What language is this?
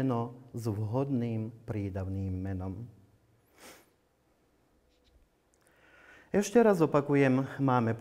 Slovak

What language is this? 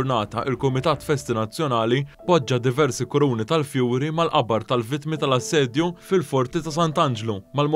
Maltese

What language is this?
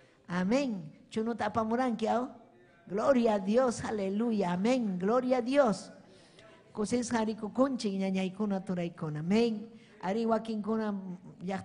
Ayacucho Quechua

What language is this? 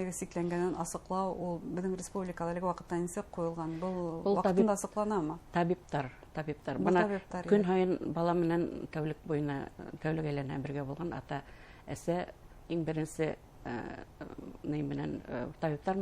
Bashkir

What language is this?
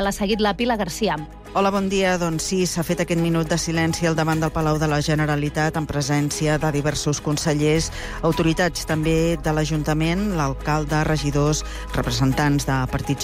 Catalan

